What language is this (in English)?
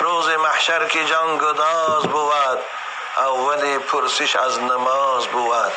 Tajik